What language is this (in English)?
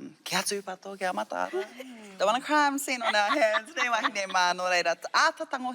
Māori